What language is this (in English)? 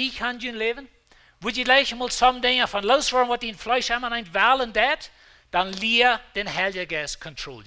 Plautdietsch